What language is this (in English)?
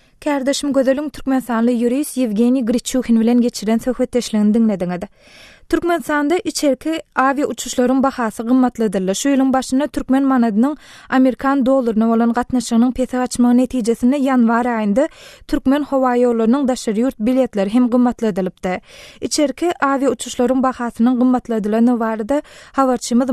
Turkmen